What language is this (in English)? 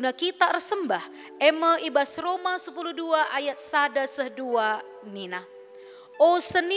Batak Karo